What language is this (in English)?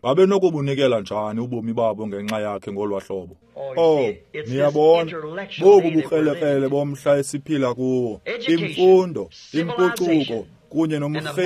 Xhosa